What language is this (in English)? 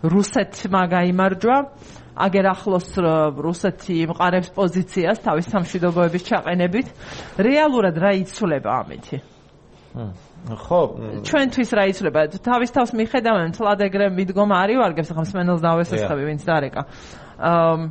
Georgian